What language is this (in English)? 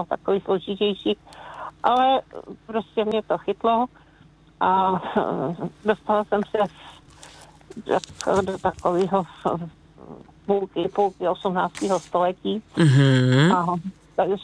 Czech